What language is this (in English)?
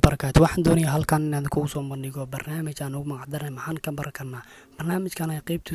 Somali